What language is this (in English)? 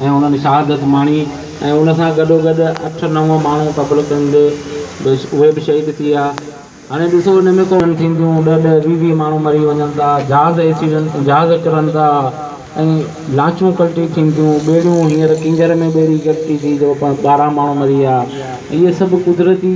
Sindhi